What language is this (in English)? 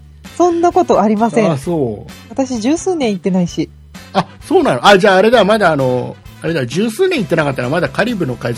Japanese